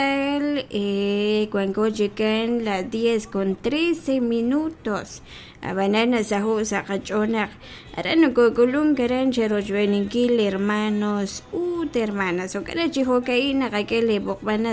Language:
Kekchí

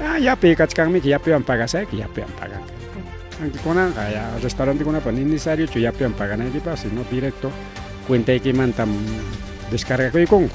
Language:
Ayacucho Quechua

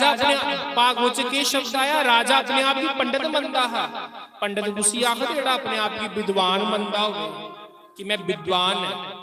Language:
Dogri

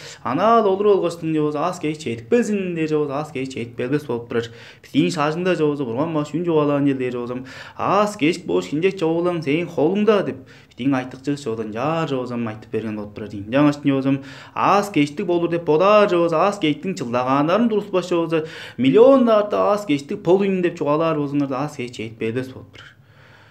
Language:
Tuvinian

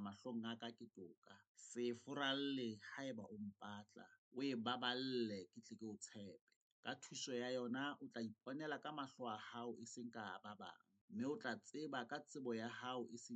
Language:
Southern Sotho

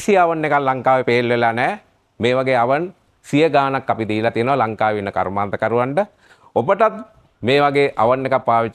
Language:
Sinhala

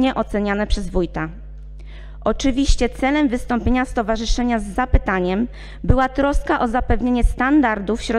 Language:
Polish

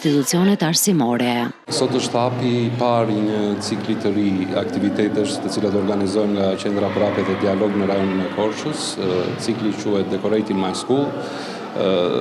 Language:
Albanian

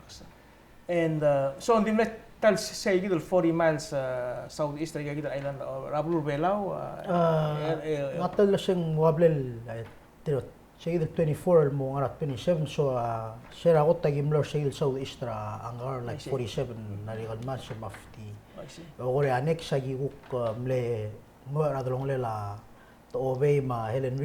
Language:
Palauan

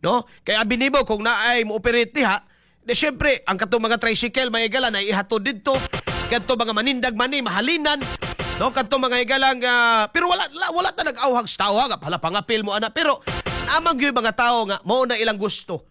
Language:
Cebuano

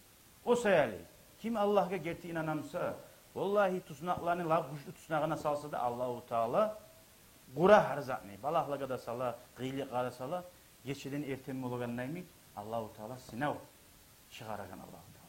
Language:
Kumyk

